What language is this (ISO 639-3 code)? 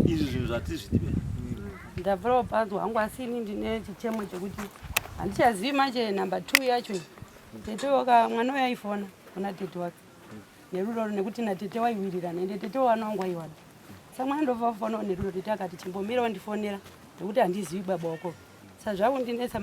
sna